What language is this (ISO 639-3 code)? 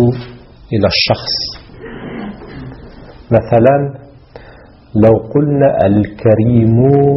ara